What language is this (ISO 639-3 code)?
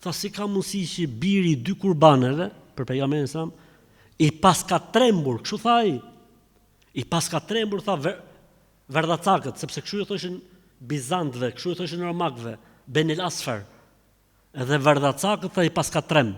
sqi